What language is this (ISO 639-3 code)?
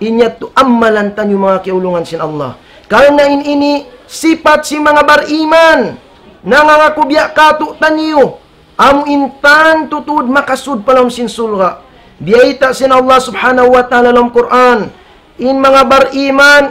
tsg